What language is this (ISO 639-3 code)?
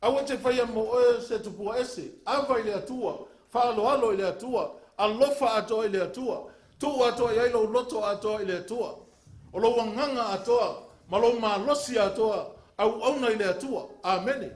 smo